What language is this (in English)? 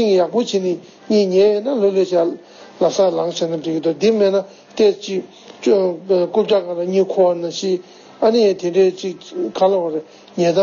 Tibetan